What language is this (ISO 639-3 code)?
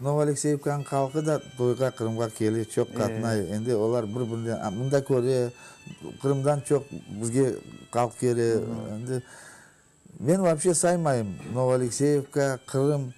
crh